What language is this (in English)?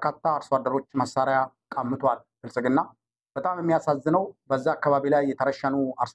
Amharic